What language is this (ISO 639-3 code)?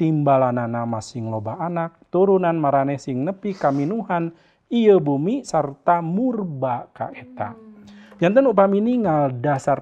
sun